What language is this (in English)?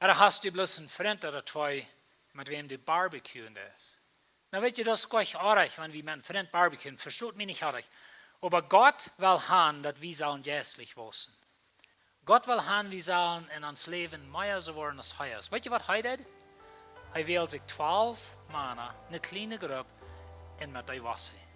Plautdietsch